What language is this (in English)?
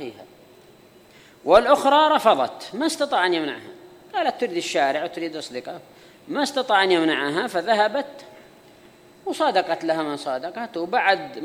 Arabic